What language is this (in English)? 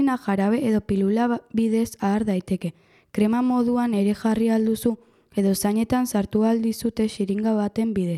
Basque